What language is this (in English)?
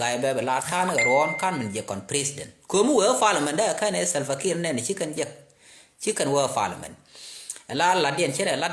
Nuer